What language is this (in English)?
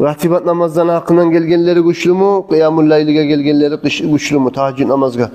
Kumyk